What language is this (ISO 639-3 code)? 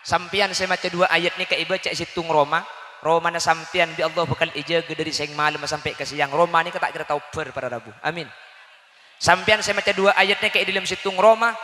mad